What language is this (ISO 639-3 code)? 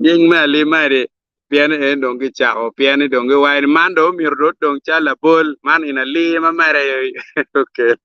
ach